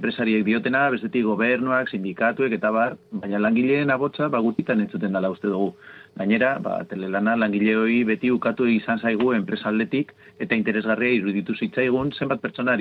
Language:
Basque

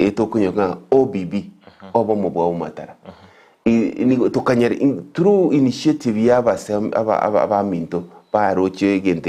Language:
Gusii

